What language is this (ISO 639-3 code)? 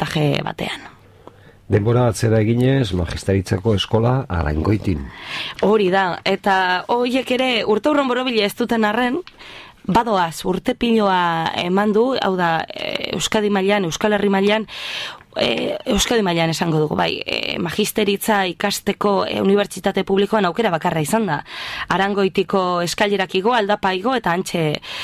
eus